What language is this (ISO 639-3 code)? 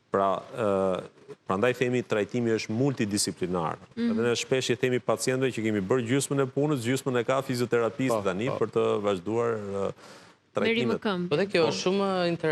sqi